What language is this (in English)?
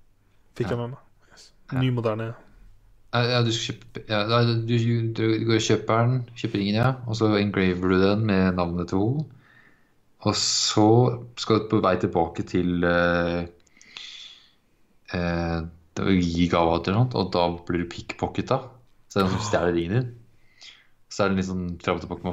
Norwegian